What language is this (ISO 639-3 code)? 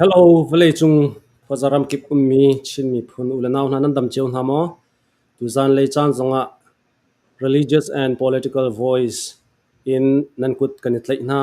cfm